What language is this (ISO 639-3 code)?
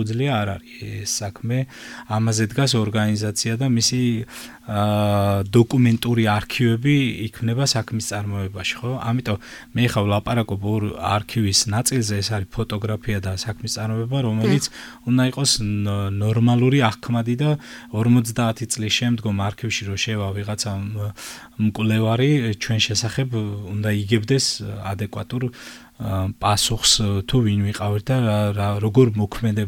kat